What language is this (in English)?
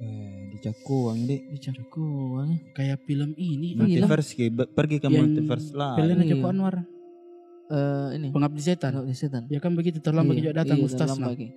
Makassar Malay